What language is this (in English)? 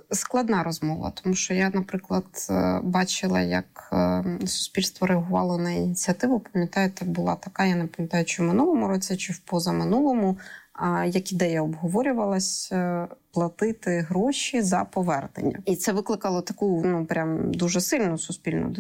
Ukrainian